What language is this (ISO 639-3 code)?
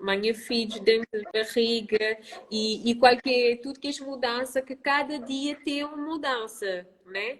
kea